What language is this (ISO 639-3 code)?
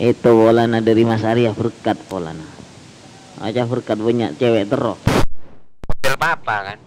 mad